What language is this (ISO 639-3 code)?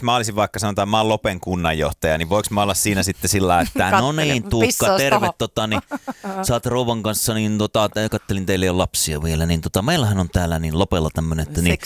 fin